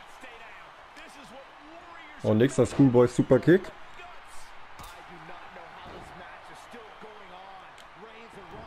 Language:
German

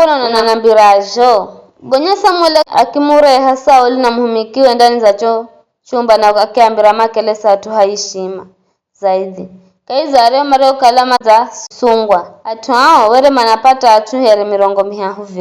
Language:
Giryama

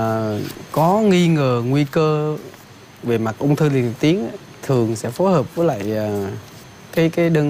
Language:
Vietnamese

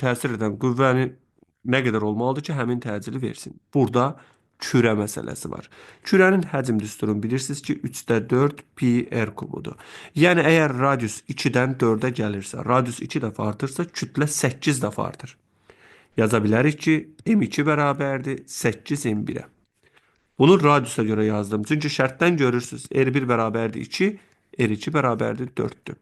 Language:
Azerbaijani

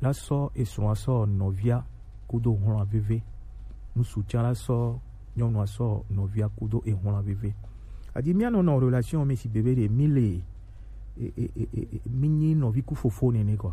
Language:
Gen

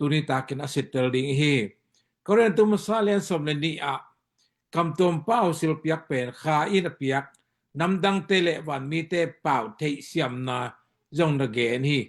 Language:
Tedim Chin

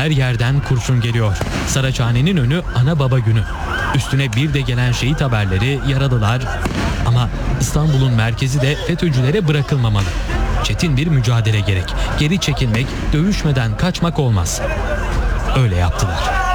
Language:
Turkish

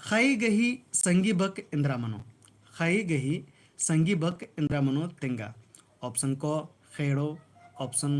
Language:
Kurukh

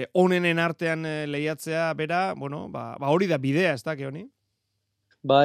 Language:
Basque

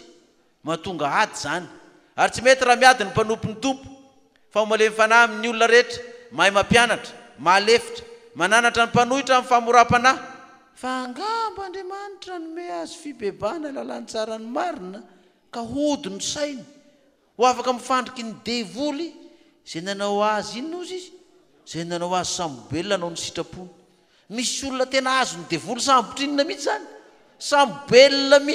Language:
Malagasy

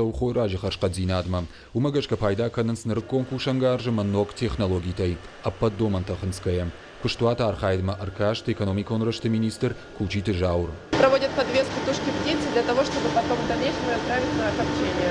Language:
Ossetic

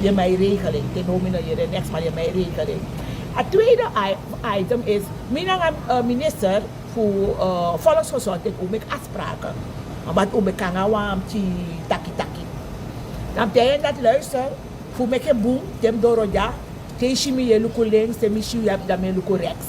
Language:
Sranan Tongo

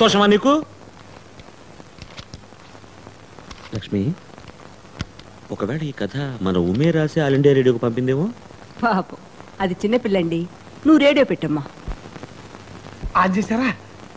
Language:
Telugu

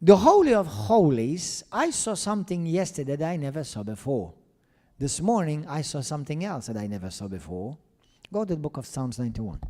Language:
English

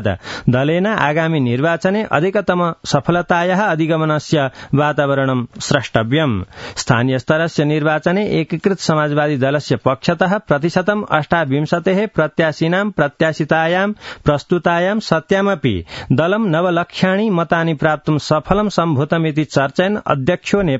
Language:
Sanskrit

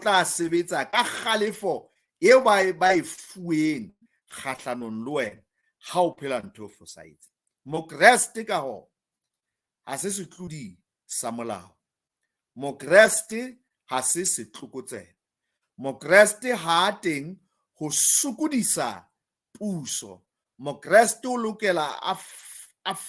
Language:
Southern Sotho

